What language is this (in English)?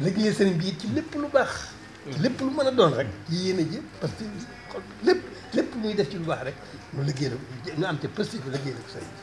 Wolof